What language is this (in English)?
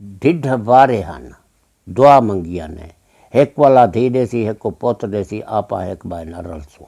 Saraiki